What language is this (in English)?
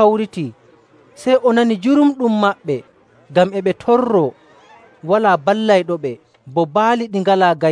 Nigerian Fulfulde